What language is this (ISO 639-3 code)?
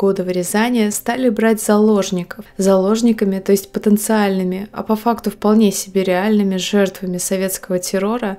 rus